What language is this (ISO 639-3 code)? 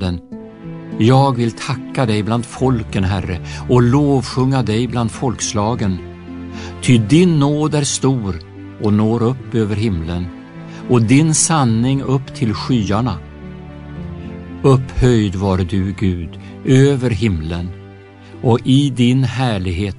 swe